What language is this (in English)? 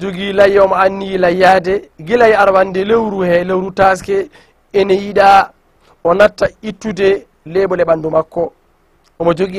Fula